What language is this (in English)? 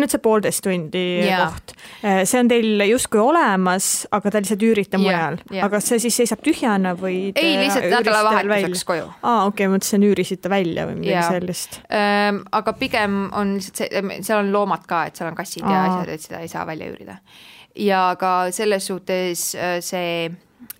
Estonian